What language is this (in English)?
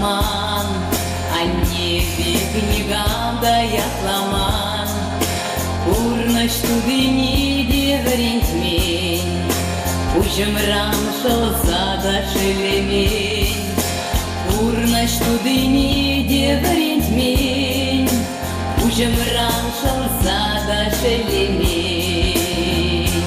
Chuvash